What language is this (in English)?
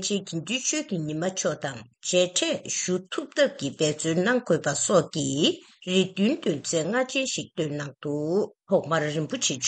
Tibetan